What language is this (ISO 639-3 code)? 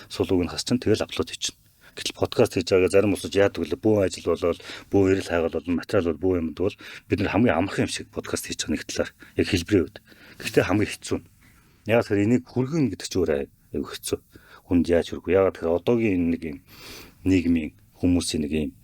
mon